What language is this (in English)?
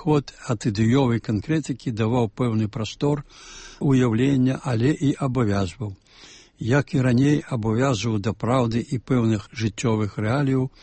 Belarusian